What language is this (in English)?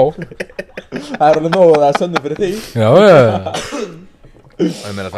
Icelandic